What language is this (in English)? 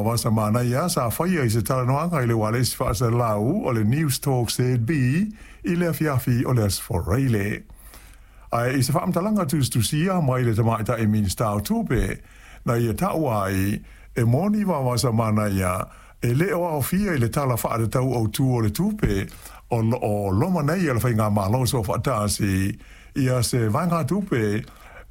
Samoan